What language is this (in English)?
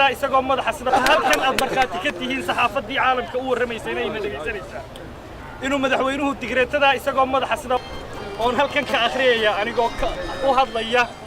Somali